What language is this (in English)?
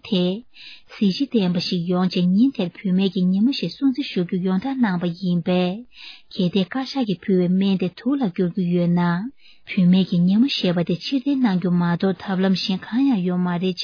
Tibetan